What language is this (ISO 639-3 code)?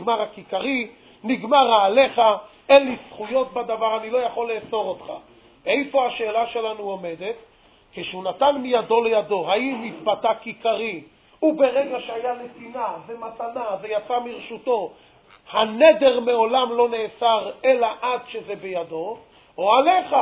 heb